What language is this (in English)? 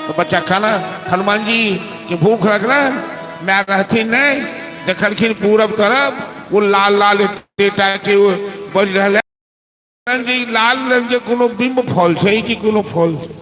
Maithili